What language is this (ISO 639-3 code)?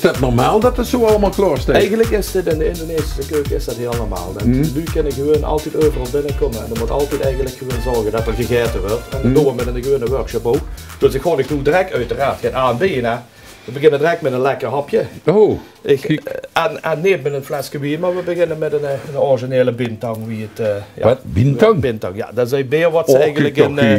lim